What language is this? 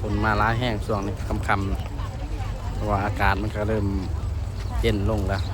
Lao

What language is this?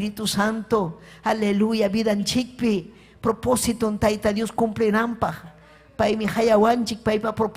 Ayacucho Quechua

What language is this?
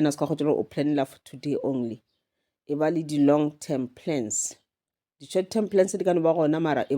Northern Sotho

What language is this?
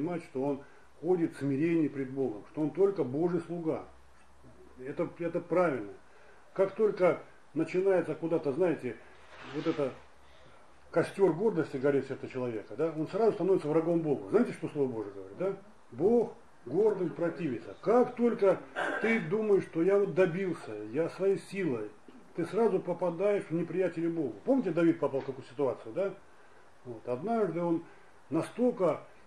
Russian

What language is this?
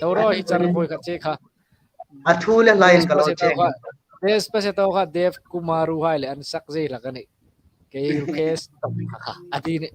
Hmar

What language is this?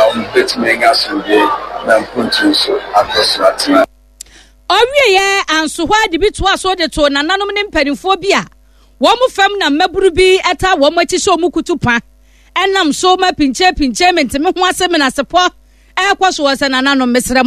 Akan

